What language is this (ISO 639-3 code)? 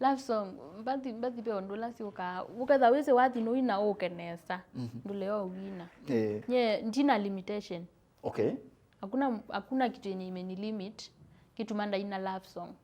kam